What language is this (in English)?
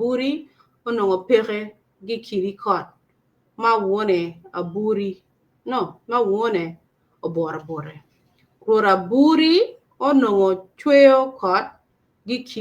Acoli